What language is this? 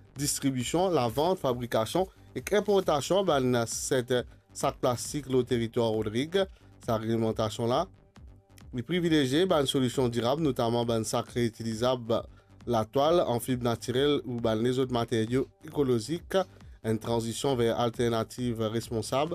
Morisyen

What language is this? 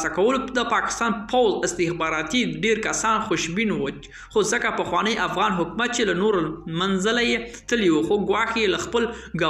Pashto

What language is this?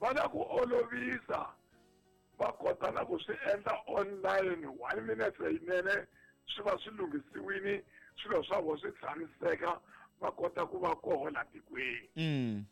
Tsonga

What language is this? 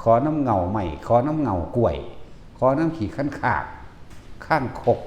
Northeastern Thai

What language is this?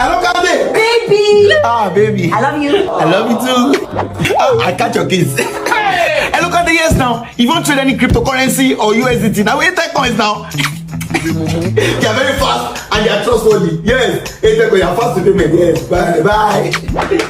Nigerian Pidgin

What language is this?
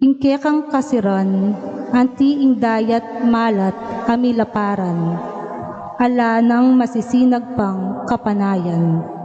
Pampanga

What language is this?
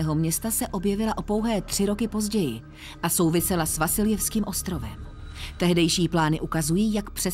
Czech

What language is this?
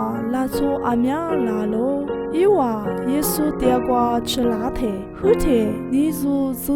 Lisu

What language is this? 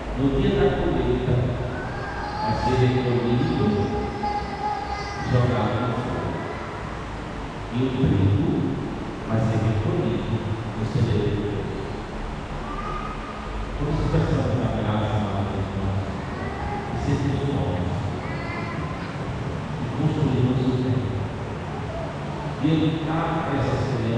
Portuguese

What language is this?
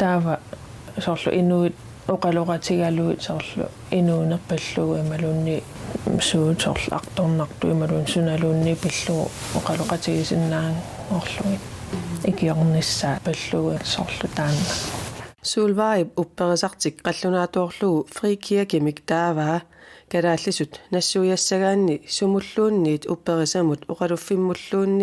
Kalaallisut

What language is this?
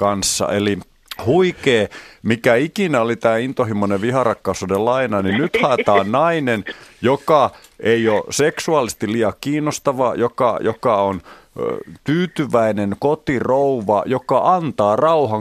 Finnish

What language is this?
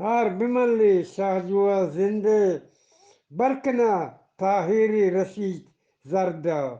Eastern Balochi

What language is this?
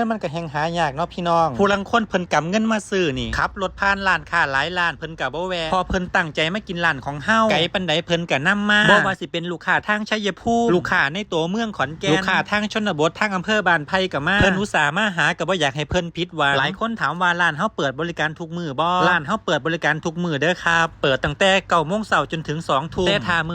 Northeastern Thai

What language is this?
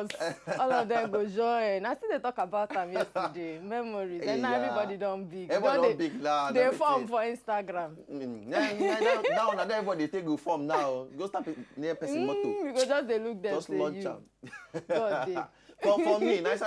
Nigerian Pidgin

